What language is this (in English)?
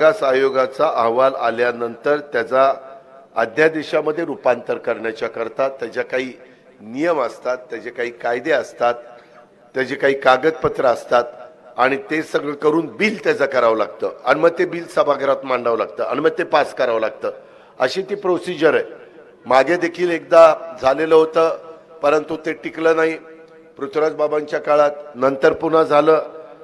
Marathi